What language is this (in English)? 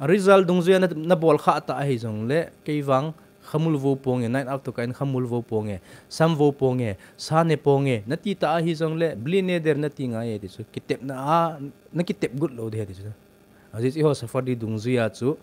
Thado Chin